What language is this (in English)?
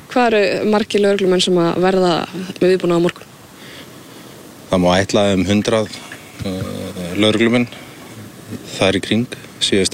Icelandic